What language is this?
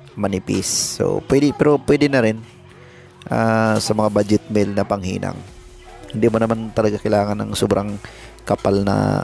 Filipino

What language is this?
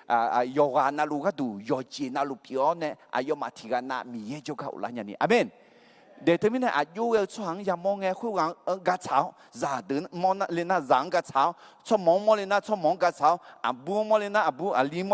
Akha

